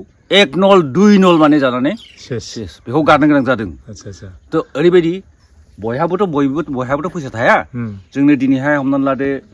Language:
Bodo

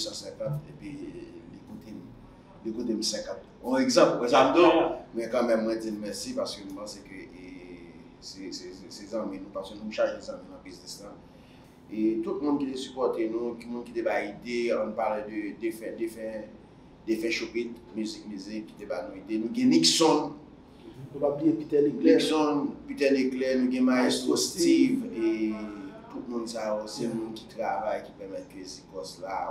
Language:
Haitian Creole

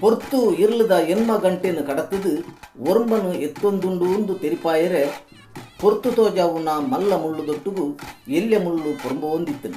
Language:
Tulu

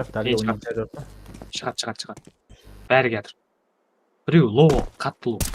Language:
Kara-Kalpak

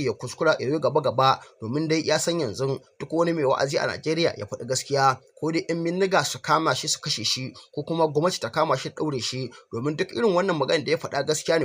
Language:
Hausa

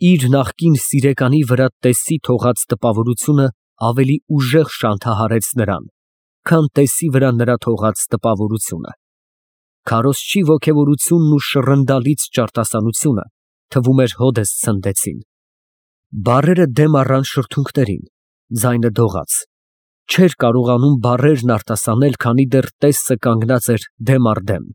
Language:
Armenian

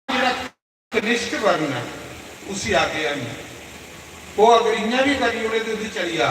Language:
Dogri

